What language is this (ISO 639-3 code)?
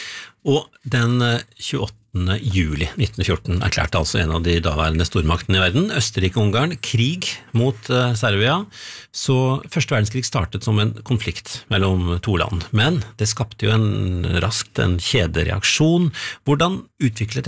nor